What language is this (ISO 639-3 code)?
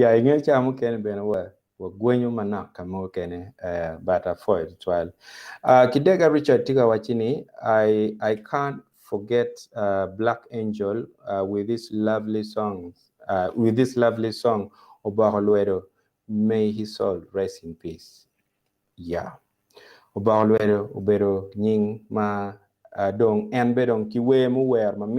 ach